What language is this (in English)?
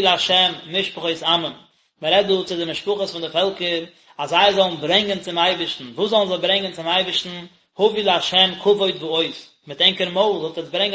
Yiddish